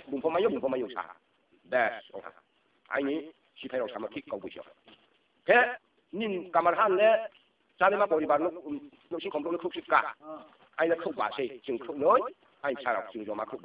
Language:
Riang (India)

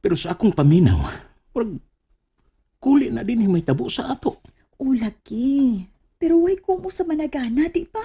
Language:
Cebuano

